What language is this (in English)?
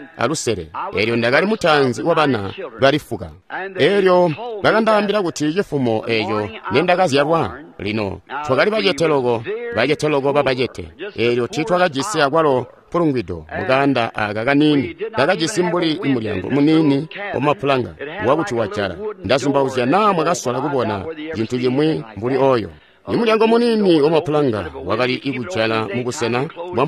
Tonga (Zambia)